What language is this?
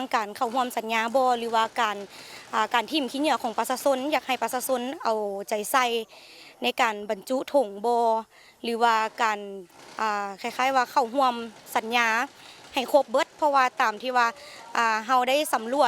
Lao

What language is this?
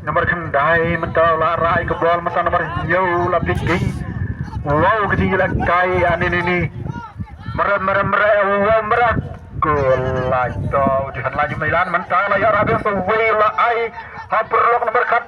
Khasi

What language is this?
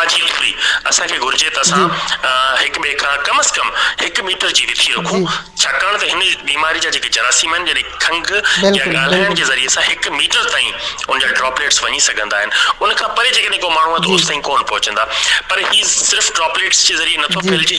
Sindhi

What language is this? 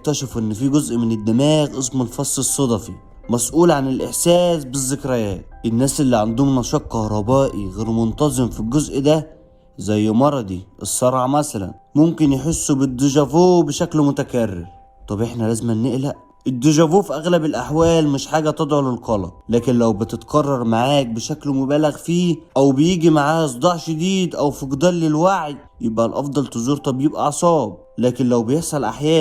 Egyptian Arabic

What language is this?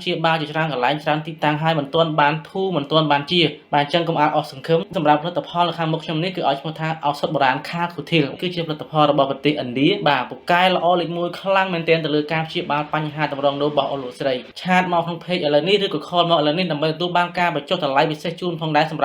Khmer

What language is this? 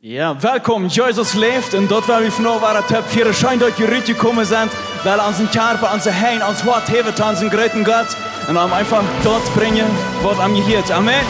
Plautdietsch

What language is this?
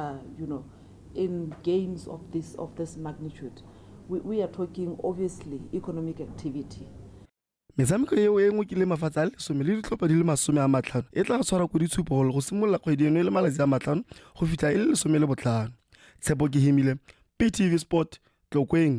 Tswana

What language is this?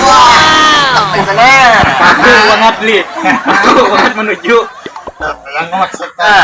Banjar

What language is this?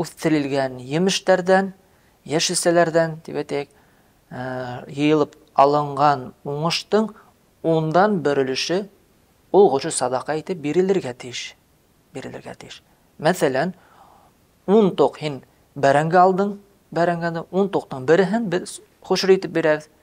Bashkir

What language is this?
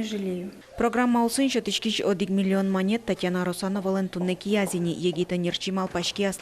Udmurt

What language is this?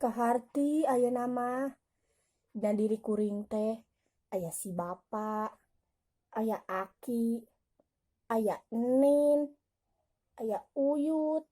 Sundanese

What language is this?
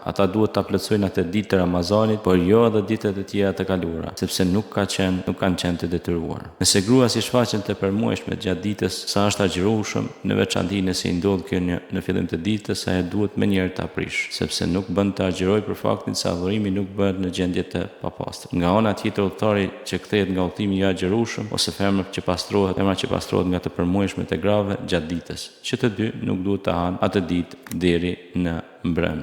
Albanian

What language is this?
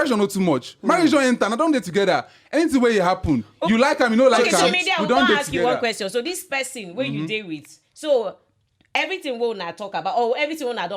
Nigerian Pidgin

